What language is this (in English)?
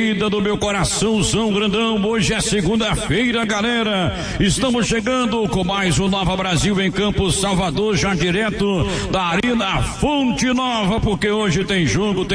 Portuguese